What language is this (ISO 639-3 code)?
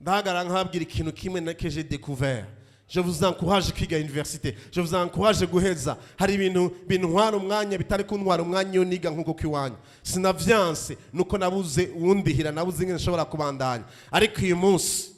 run